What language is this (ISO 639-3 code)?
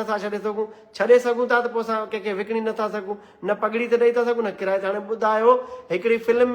snd